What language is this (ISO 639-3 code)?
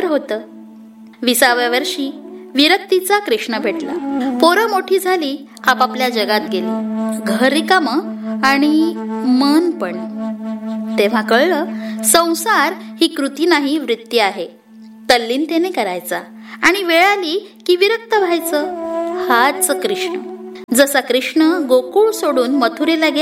mar